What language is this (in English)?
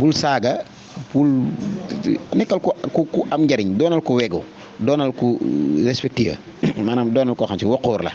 Wolof